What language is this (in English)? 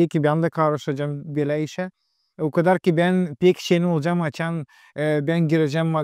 Gagauz